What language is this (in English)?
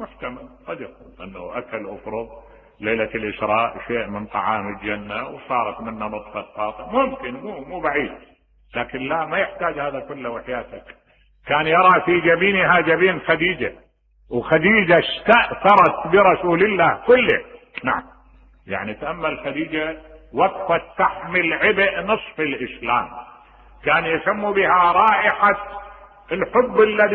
Mesopotamian Arabic